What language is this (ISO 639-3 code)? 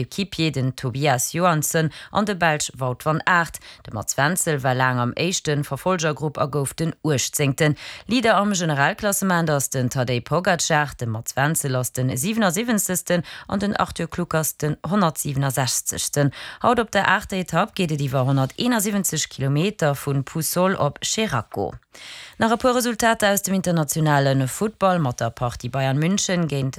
ltz